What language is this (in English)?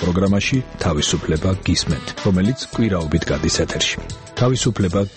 Georgian